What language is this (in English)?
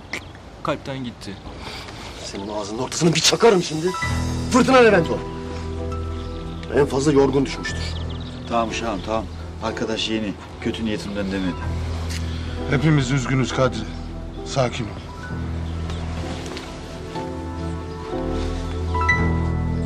Turkish